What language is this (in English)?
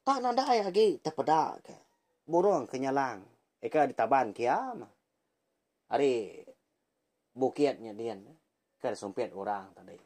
Iban